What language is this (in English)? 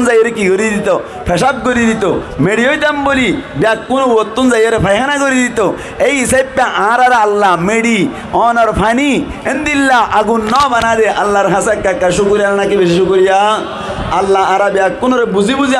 Rohingya